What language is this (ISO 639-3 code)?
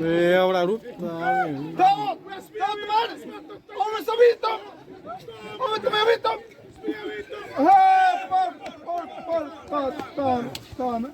xav